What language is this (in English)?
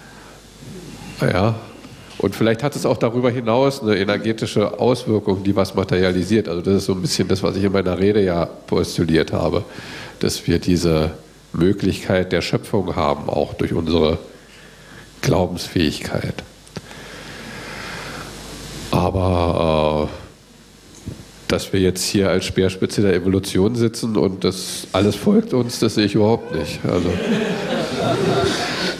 German